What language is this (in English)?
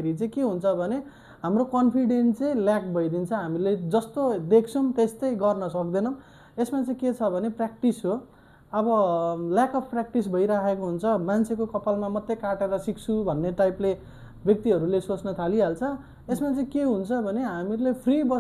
Nepali